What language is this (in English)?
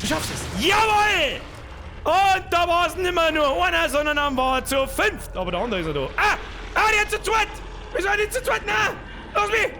Bavarian